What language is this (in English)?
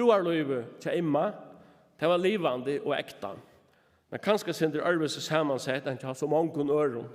Faroese